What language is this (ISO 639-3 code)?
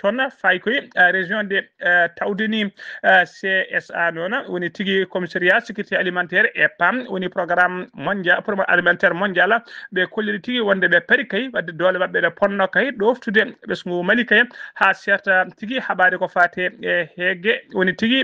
ful